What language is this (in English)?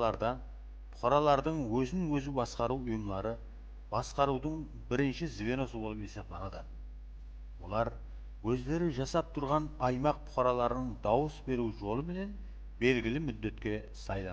Kara-Kalpak